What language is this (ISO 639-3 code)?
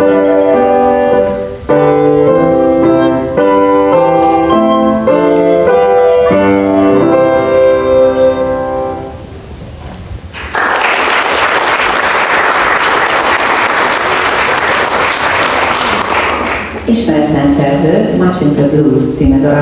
hun